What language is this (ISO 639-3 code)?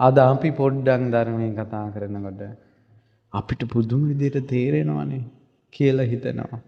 sin